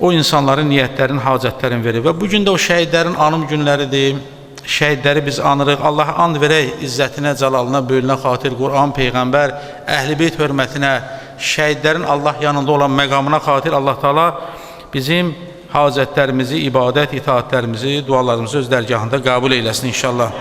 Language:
Azerbaijani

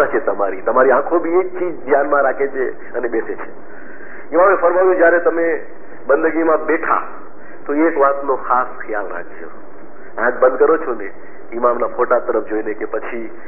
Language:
Gujarati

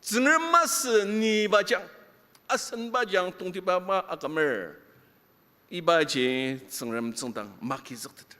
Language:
Ao Naga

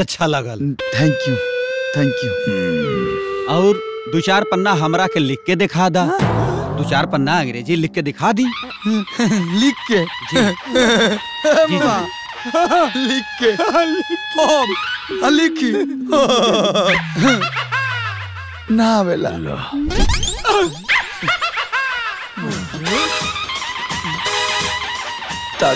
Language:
Bhojpuri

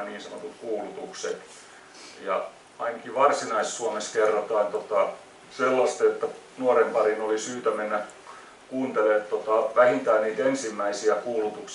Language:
Finnish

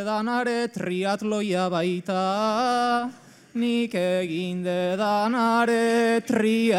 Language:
Basque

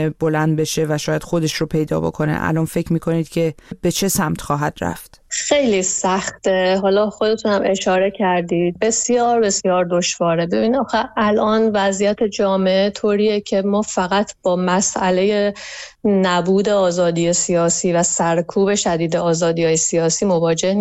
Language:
Persian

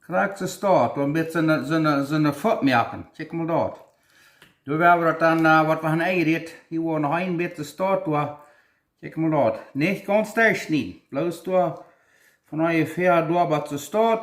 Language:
Plautdietsch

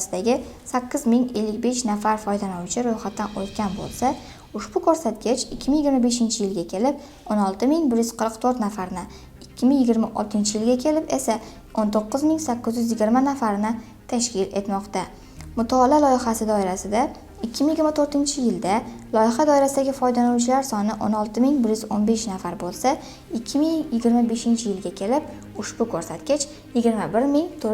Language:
Uzbek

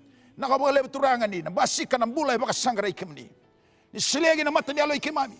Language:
Fijian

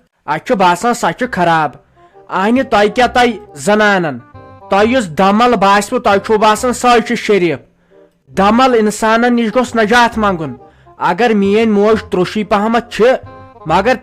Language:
Kashmiri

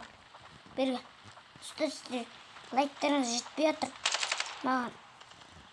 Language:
Kazakh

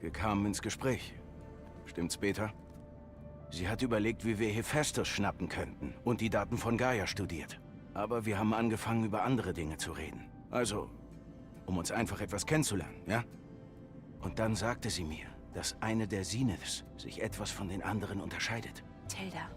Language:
Bavarian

